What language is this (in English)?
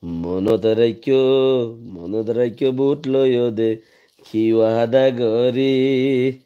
Rohingya